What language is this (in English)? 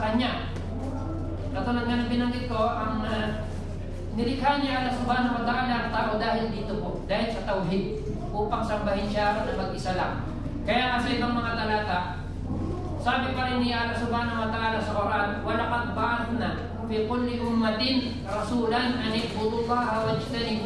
Filipino